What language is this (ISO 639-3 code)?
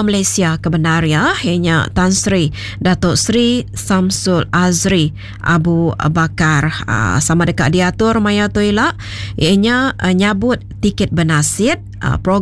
iba